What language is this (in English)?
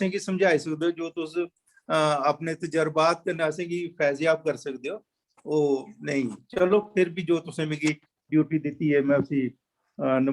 Dogri